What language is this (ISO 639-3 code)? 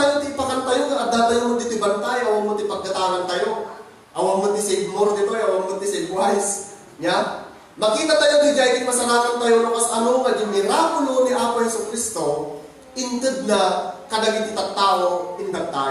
ilo